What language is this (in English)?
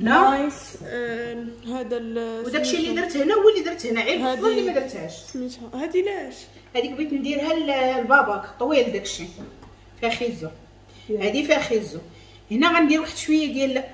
Moroccan Arabic